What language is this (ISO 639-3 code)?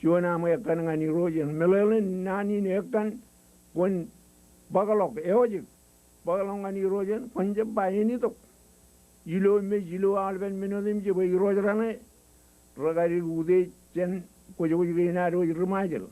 mah